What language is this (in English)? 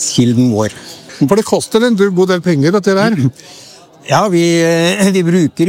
Norwegian